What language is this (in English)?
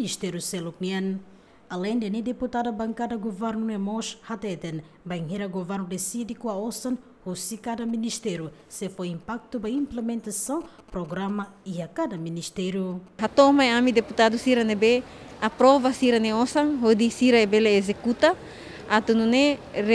Tetum